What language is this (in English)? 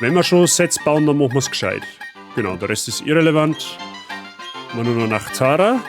Bavarian